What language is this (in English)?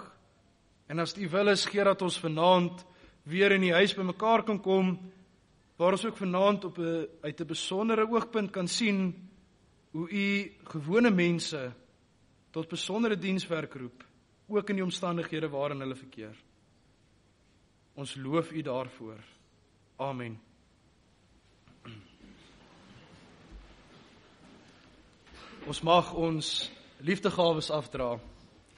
Afrikaans